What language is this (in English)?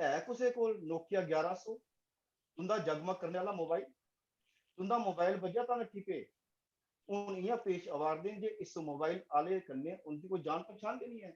Dogri